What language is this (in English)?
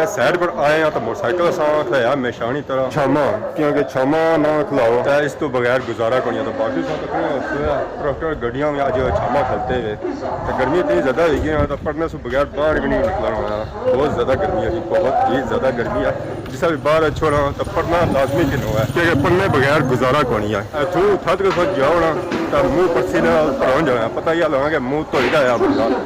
Pahari-Potwari